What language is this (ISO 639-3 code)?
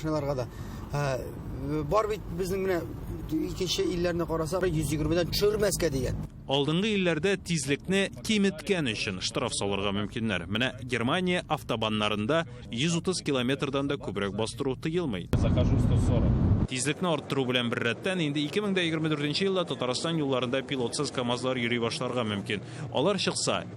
tat